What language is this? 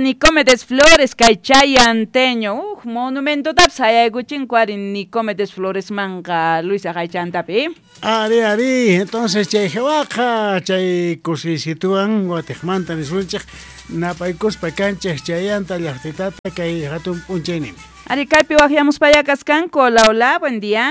South Bolivian Quechua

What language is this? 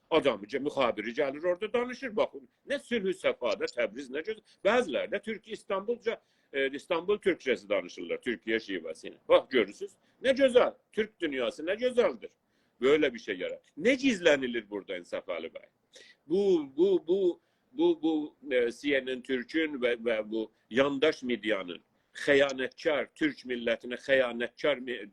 South Azerbaijani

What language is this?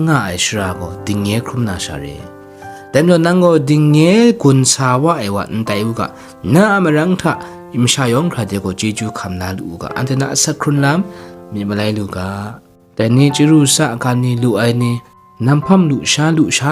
Kachin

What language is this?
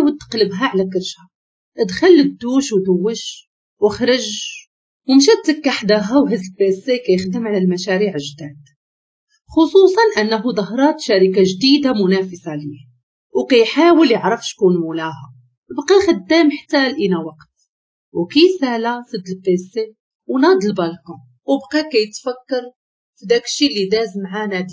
Moroccan Arabic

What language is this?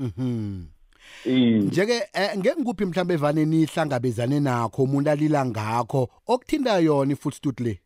South Ndebele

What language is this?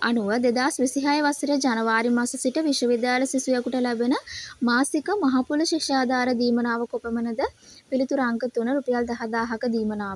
Sinhala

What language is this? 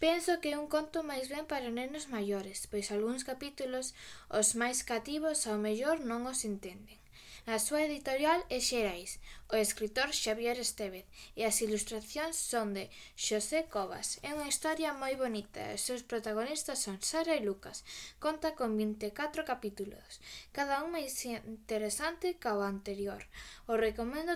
Galician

